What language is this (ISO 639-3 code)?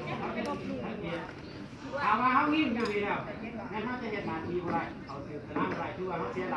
lao